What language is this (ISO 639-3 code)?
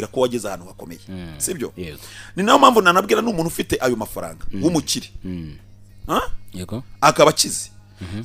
kin